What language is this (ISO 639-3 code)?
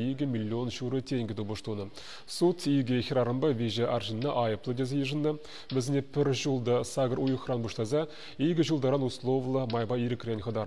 chv